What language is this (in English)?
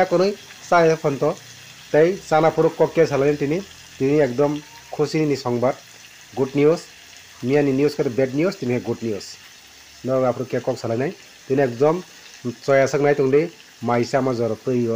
Kok Borok